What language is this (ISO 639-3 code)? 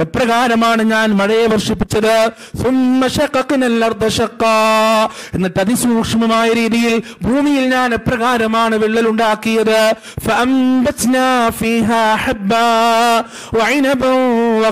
mal